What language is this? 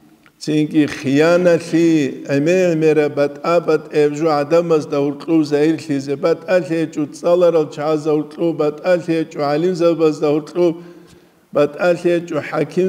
Avaric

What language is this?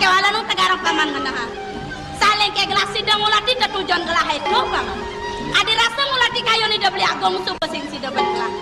Balinese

